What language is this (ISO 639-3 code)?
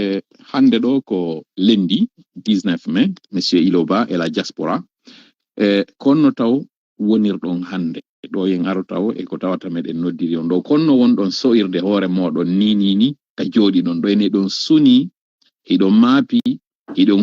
fuf